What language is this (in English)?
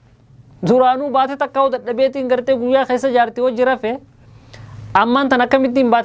Oromo